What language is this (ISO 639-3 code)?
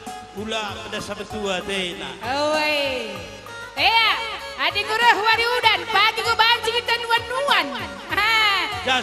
btx